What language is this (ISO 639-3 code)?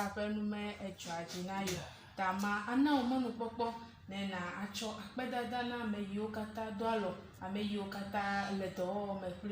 ewe